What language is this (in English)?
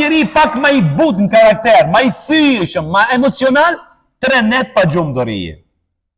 Albanian